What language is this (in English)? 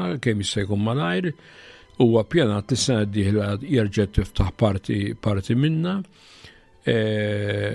Maltese